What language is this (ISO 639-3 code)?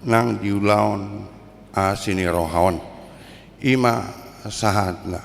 bbc